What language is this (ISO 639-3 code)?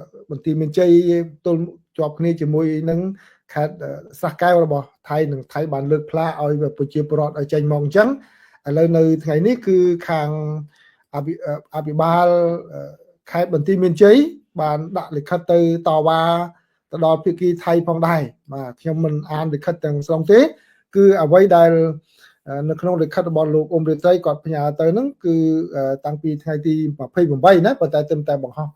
khm